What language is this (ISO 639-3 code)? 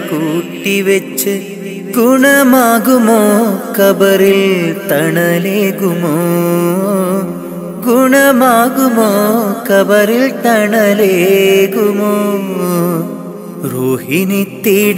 mal